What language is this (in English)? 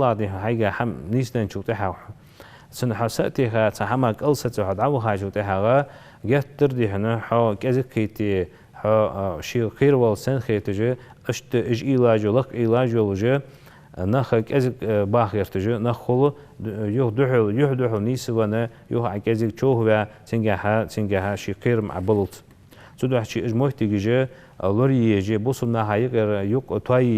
Ingush